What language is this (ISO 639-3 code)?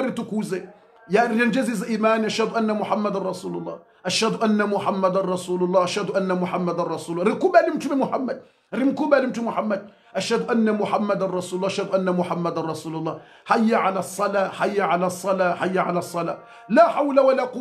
swa